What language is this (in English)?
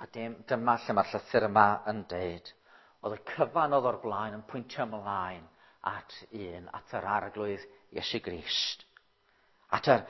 Welsh